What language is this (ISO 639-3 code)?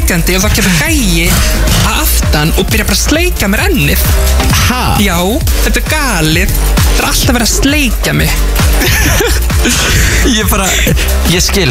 isl